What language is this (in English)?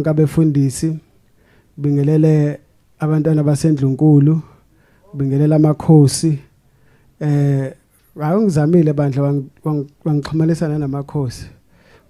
Zulu